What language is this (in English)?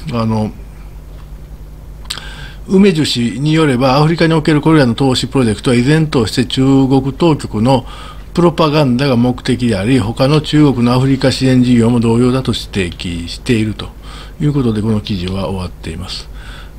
Japanese